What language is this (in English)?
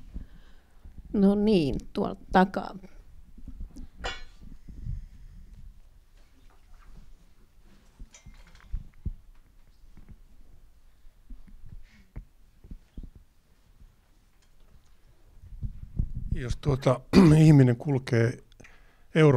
Finnish